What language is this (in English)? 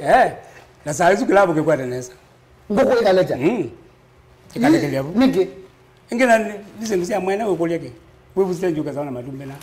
Kamba